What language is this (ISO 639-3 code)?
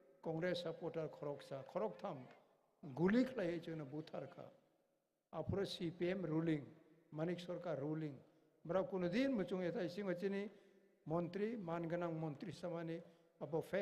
trp